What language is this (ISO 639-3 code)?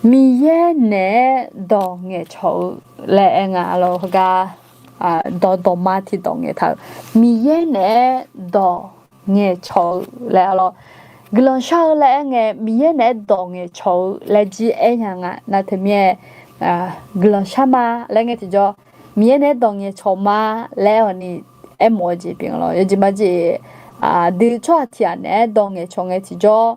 ahk